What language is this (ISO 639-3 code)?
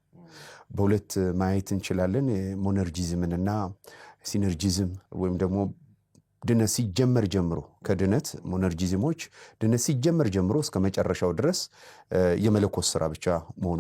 amh